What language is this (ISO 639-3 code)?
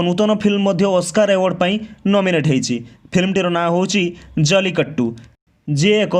ori